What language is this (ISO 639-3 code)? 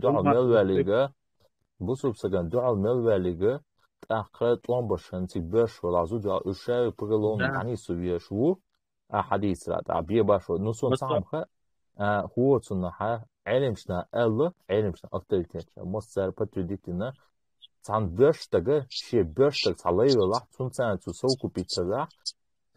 che